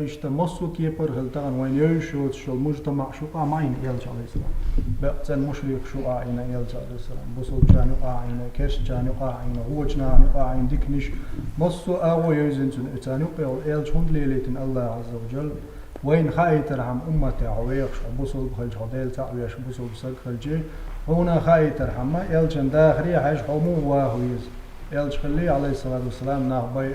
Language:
Chechen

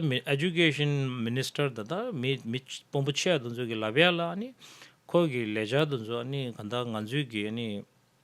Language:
Tibetan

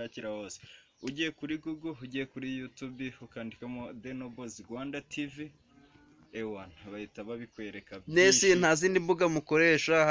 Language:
Kinyarwanda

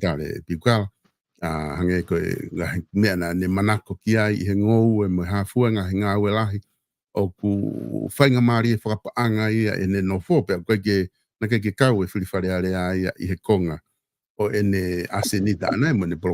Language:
Tongan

